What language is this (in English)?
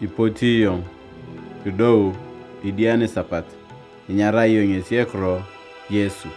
Turkana